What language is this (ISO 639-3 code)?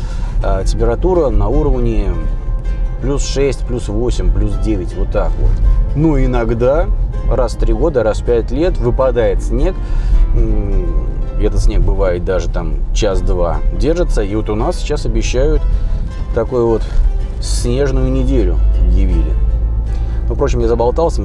rus